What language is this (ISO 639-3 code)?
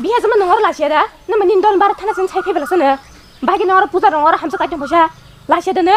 trp